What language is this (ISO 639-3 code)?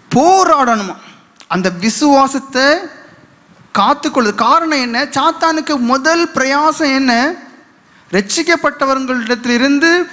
tam